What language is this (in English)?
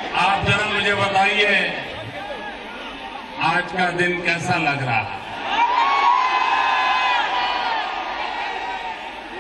Marathi